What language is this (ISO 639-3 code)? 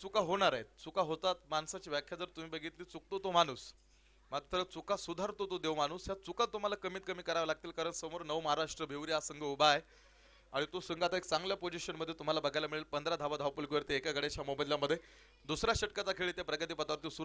mar